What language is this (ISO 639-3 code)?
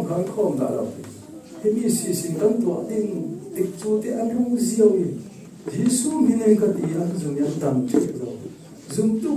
cfm